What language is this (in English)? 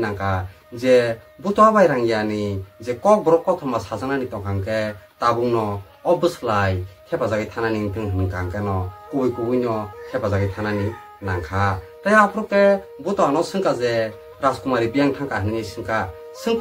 Kok Borok